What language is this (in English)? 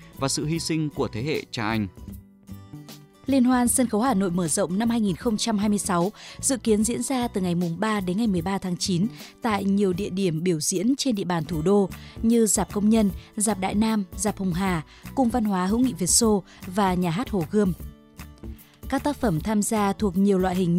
Vietnamese